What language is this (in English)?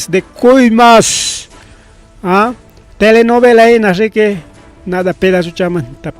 Ayacucho Quechua